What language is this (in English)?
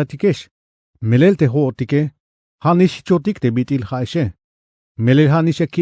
Tzeltal